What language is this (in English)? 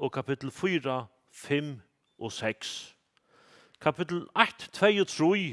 Faroese